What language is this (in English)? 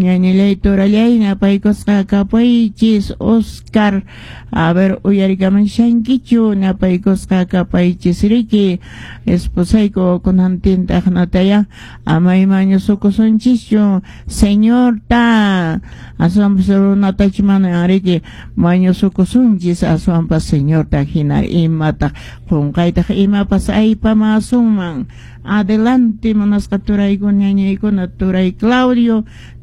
Quechua